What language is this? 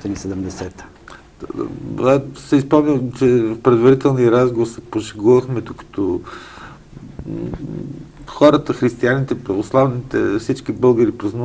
Bulgarian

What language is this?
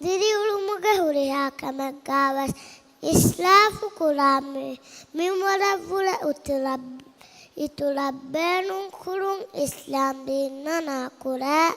Divehi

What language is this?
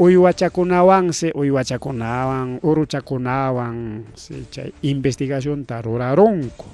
Ayacucho Quechua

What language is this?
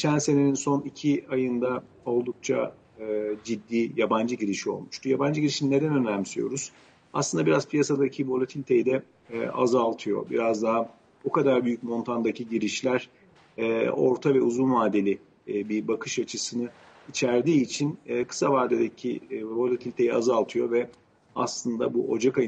Turkish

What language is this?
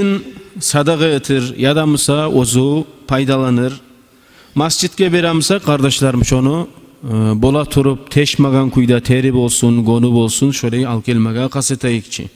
Kumyk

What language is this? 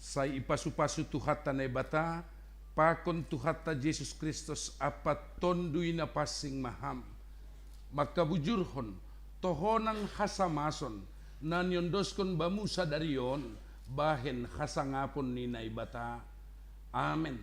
Batak Simalungun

